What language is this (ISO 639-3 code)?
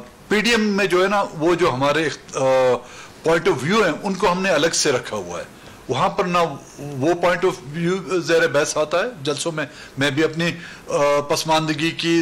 urd